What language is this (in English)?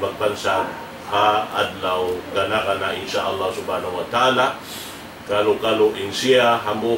Tausug